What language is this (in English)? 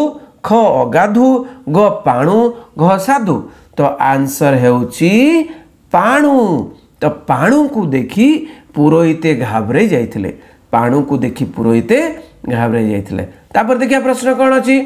Odia